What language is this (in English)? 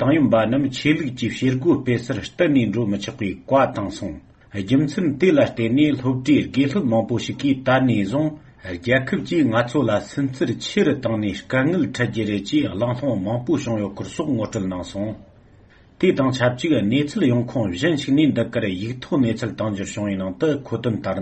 Tibetan